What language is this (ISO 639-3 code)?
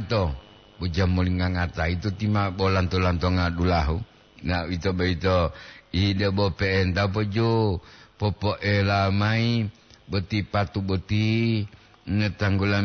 gor